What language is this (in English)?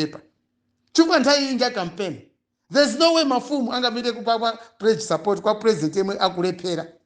Nyanja